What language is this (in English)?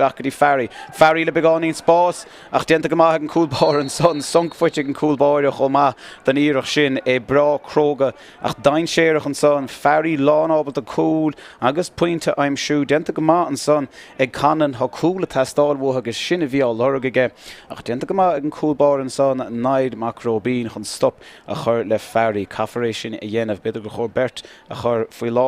Irish